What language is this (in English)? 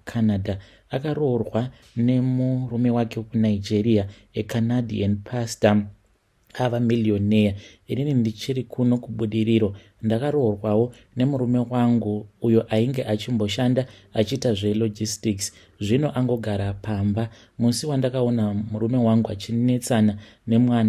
Shona